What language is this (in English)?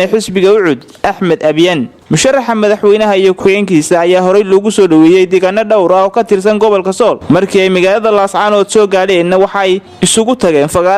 Somali